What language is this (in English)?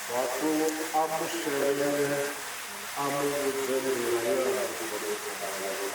Venda